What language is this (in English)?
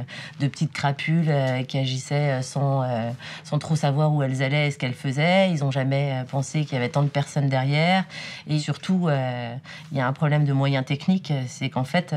French